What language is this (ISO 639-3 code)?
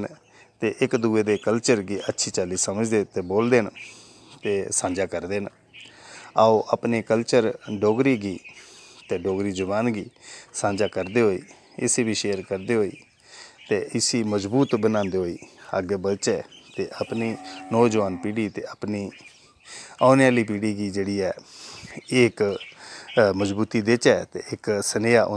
doi